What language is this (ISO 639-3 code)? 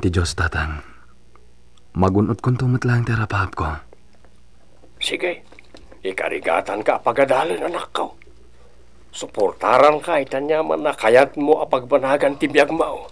ilo